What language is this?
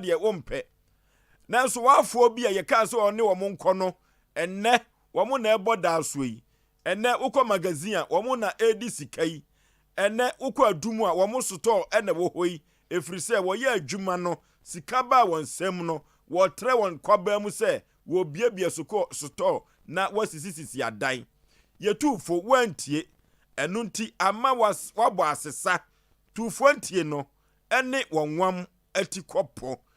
Akan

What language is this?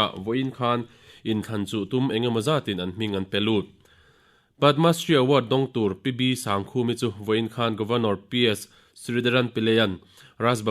Mizo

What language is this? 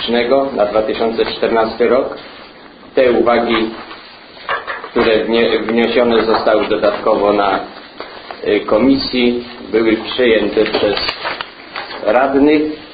Polish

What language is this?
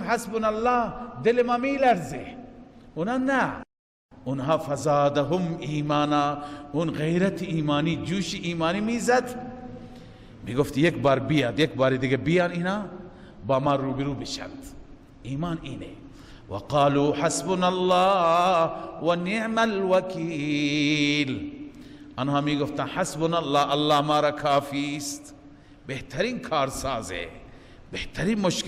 Persian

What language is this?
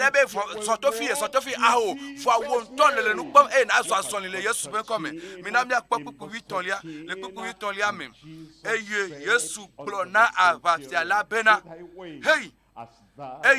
Ewe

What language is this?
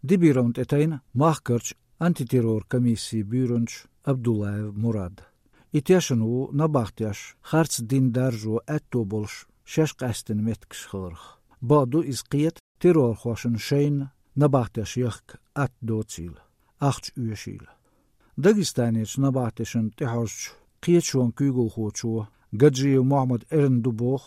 Chechen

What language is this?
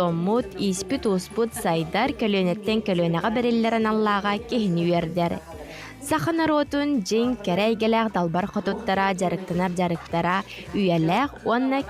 Yakut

